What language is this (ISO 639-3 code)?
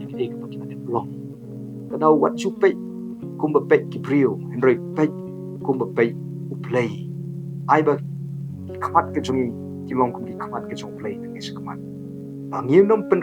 kha